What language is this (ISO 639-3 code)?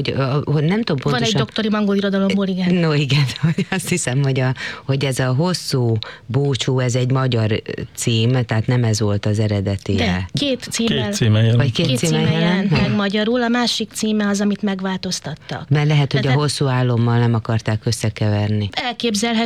hun